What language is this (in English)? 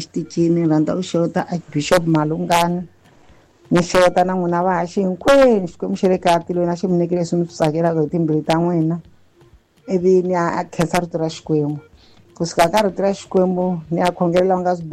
Tsonga